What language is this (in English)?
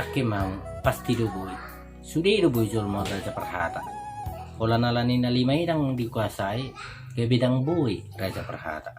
Batak Toba